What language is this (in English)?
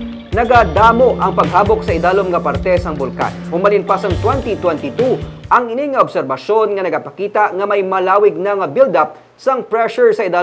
Hiligaynon